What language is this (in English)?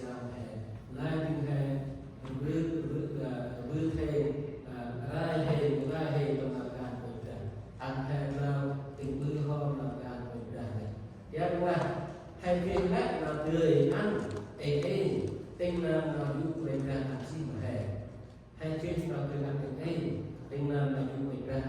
Central Mnong